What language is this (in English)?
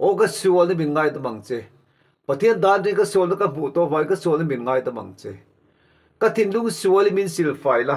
Mizo